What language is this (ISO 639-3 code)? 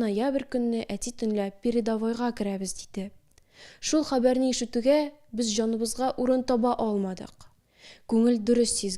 tat